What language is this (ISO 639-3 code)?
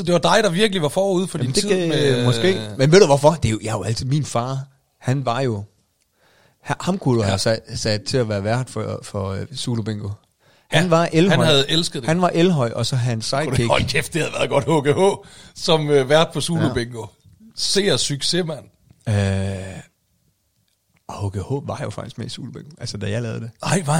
dan